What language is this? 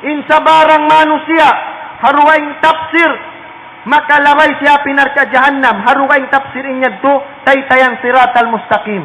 Tausug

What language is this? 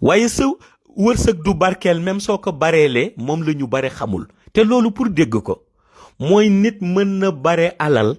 Wolof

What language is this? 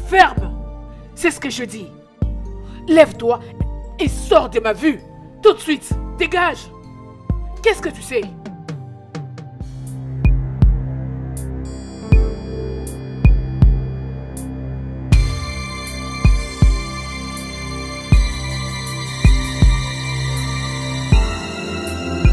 French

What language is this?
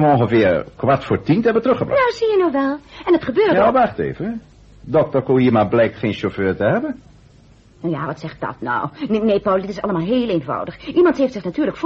Dutch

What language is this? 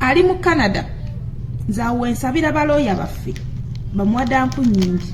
Ganda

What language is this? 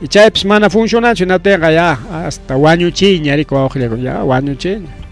Ayacucho Quechua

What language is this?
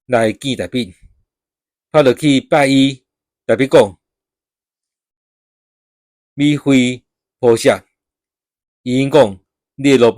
Min Nan Chinese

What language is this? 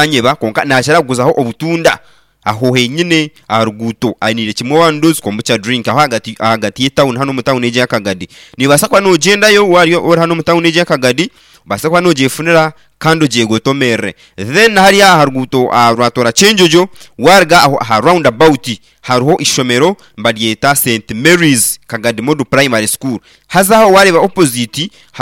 Nyankole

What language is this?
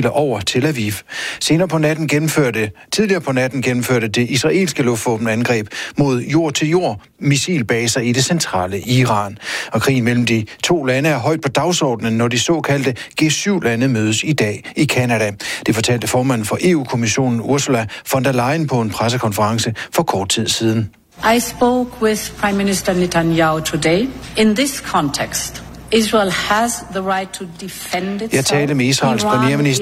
Danish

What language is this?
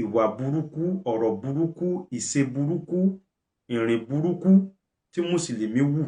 Yoruba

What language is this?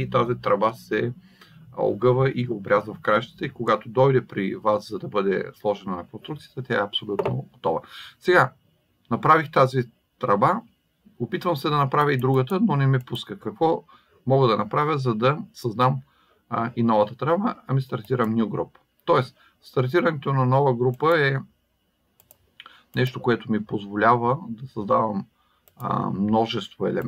Bulgarian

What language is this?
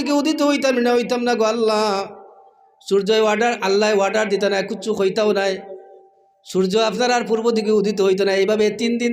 Sylheti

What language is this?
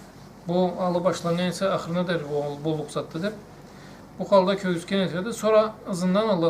Karachay-Balkar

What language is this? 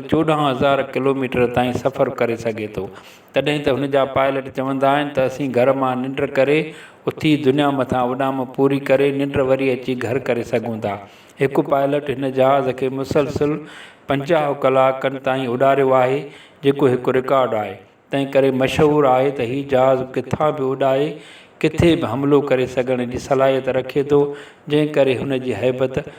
Sindhi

